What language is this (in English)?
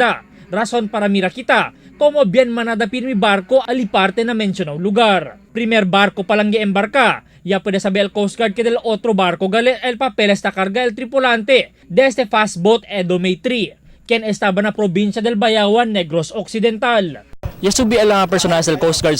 Chavacano